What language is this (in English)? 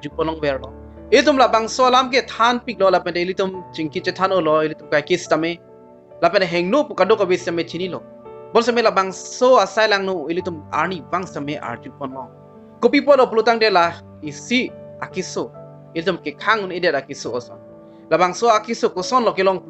Karbi